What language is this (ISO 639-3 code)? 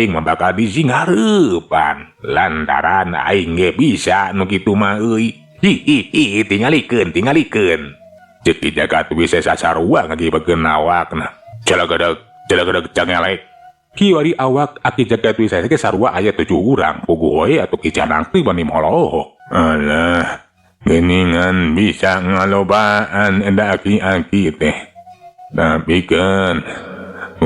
sun